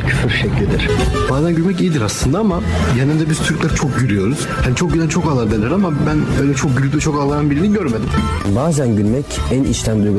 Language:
Turkish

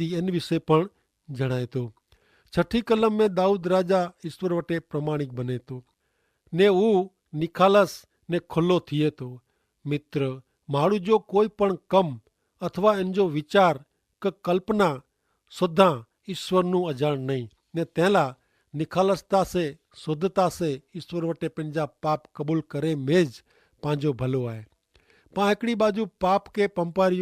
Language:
Kachhi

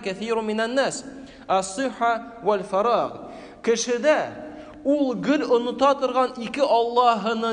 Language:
Tatar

